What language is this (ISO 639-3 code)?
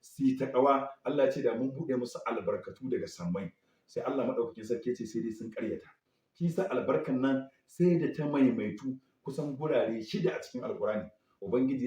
hau